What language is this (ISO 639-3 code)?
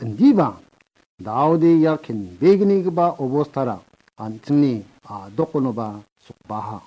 grt